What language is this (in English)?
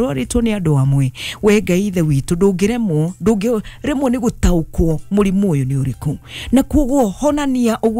Kikuyu